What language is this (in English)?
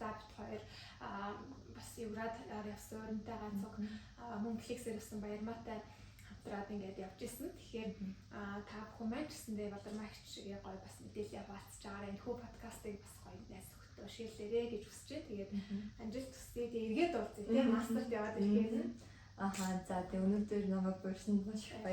Mongolian